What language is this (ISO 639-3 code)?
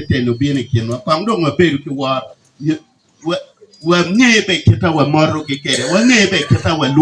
ach